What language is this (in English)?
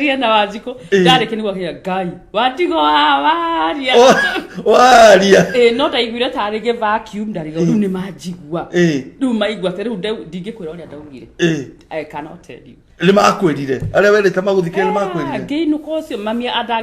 Kikuyu